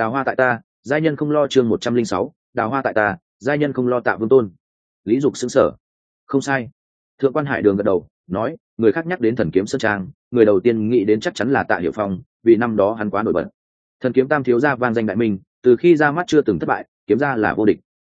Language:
Vietnamese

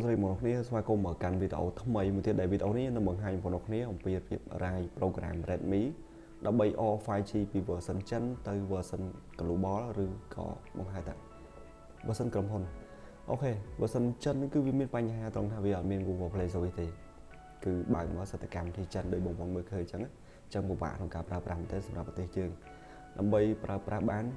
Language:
Khmer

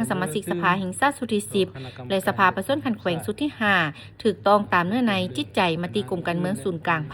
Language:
Lao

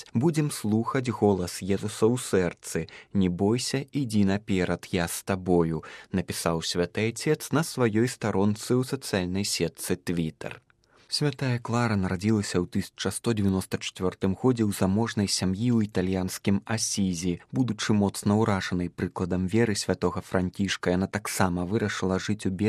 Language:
Belarusian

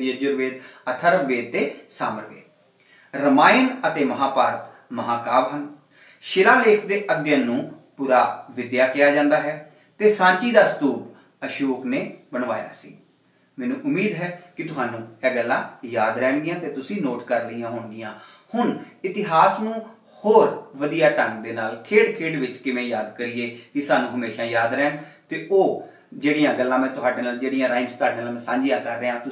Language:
Punjabi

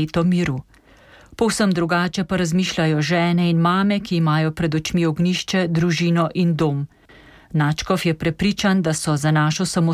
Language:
Slovenian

